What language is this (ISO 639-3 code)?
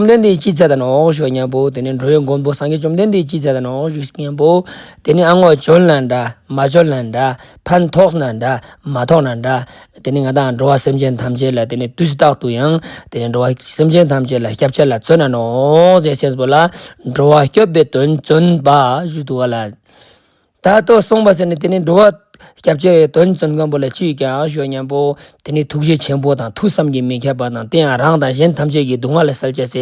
lbj